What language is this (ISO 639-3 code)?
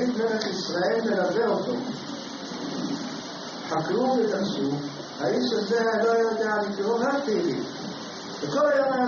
heb